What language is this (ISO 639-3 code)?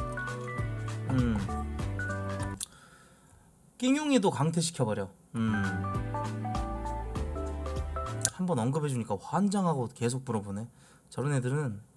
kor